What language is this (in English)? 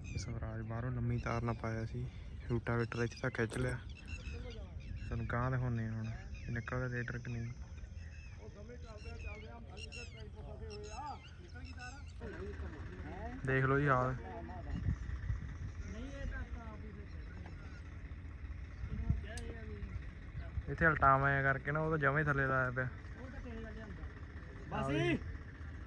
Punjabi